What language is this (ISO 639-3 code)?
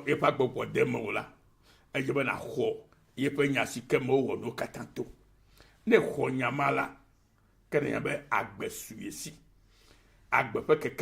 ewe